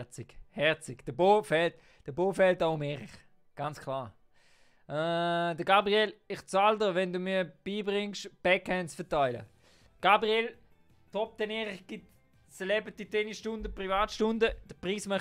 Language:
Swiss German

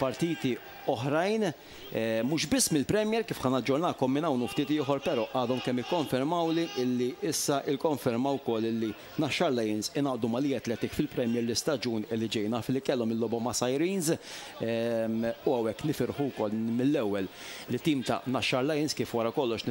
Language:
Maltese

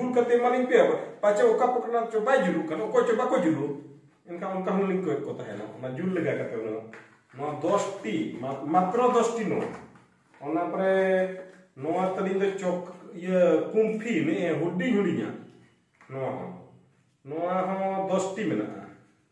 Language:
Santali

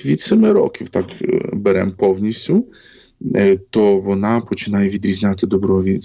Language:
Ukrainian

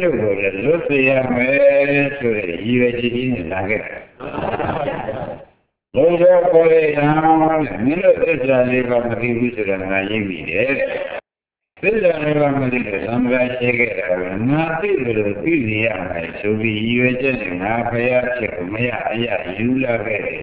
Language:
Burmese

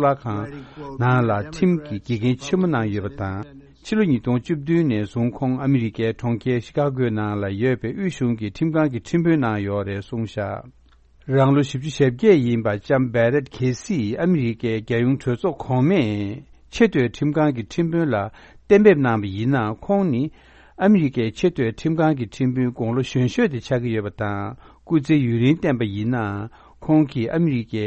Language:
Tibetan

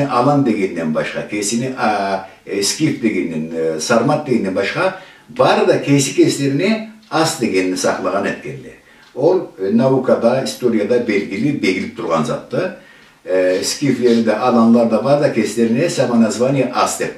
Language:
Karachay-Balkar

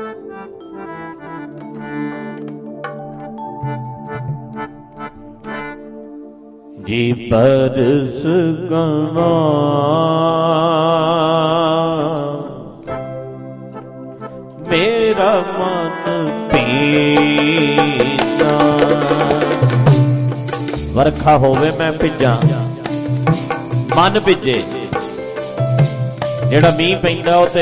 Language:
Punjabi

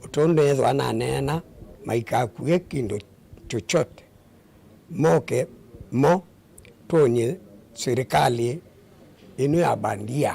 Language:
Kamba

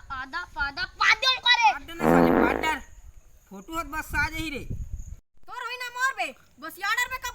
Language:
Chhattisgarhi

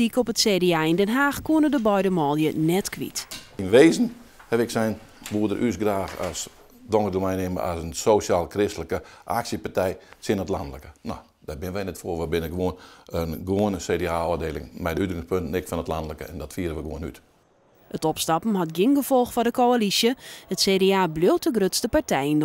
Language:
Western Frisian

